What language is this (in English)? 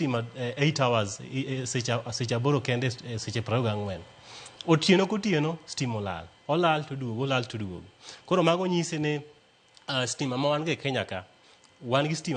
Luo (Kenya and Tanzania)